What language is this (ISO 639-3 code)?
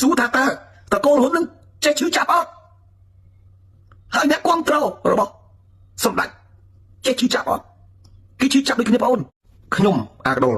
khm